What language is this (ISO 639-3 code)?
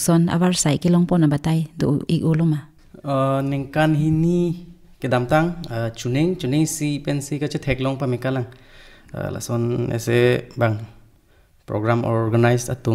mjw